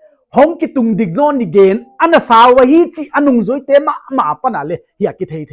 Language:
Paite Chin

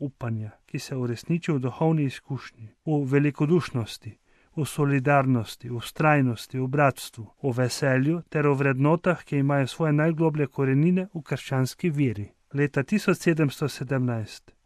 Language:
Slovenian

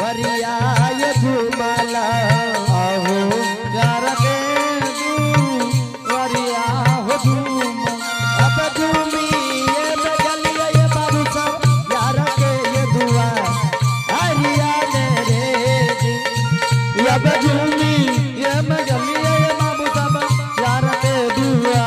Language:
Angika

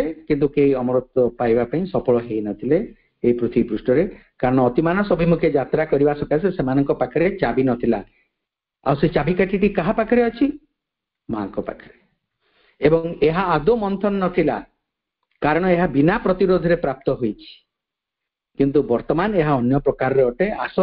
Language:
Odia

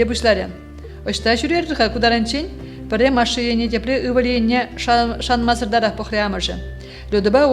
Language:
Chuvash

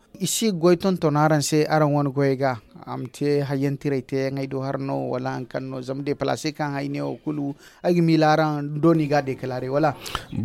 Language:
Zarma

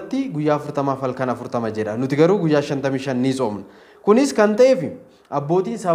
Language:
Oromo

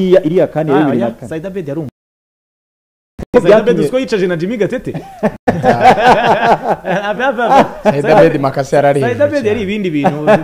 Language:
Kinyarwanda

